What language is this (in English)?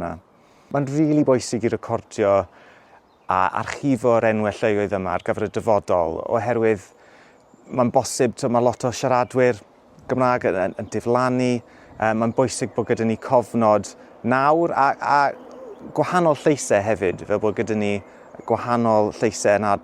Welsh